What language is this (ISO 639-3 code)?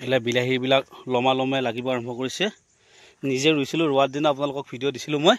asm